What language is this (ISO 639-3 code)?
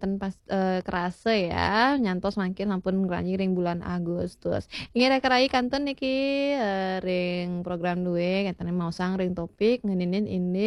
ban